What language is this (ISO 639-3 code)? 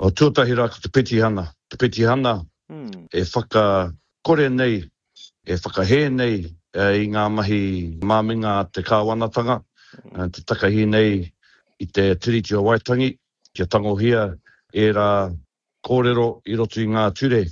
mri